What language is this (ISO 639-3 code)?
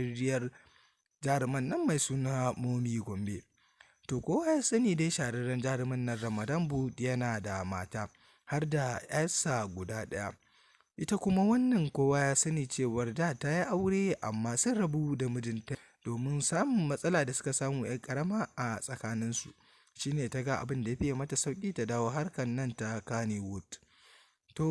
hau